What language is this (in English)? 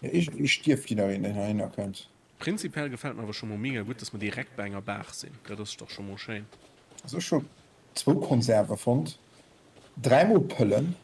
Luxembourgish